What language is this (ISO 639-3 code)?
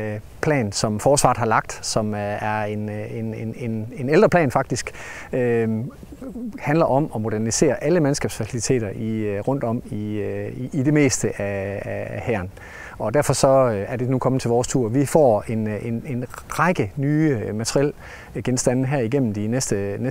dan